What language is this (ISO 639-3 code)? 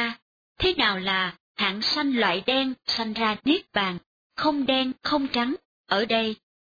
vie